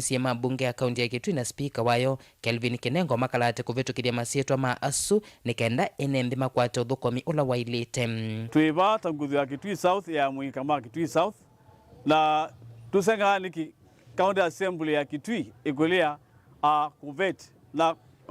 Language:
Kamba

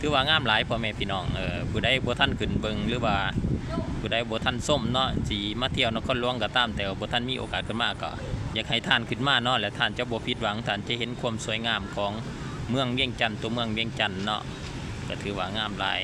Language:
Lao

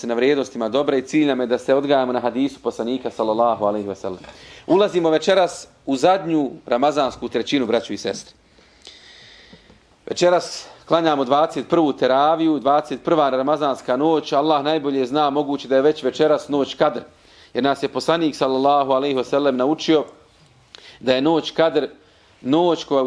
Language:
Bosnian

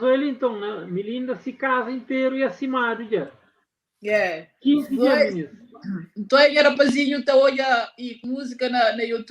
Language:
Kabuverdianu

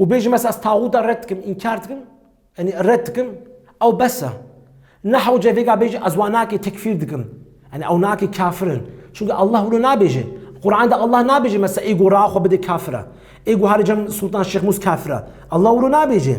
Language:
Kurdish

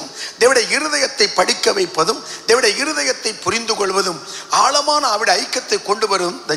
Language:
Tamil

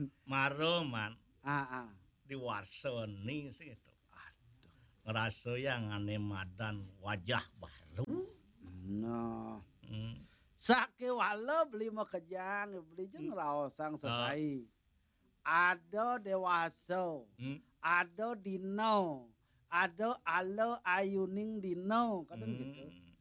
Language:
Balinese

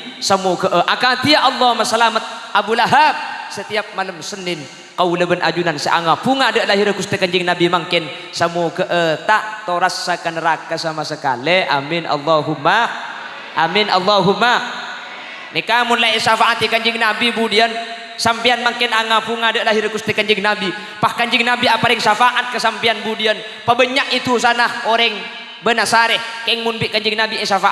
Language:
Madurese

